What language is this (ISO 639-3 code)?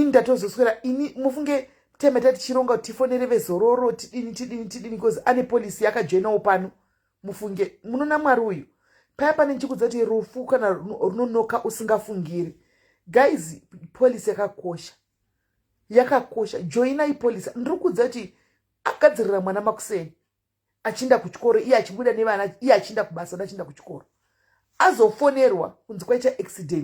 sna